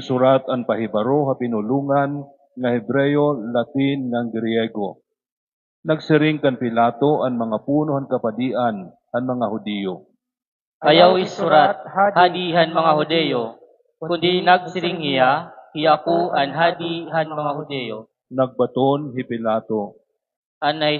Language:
Waray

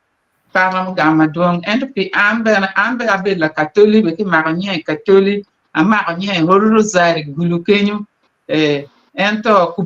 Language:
Acoli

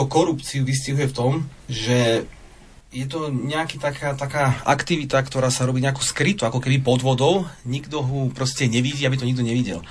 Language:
Slovak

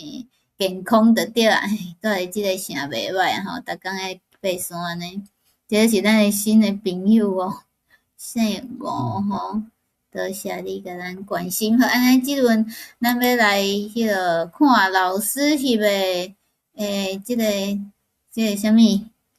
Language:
Min Nan Chinese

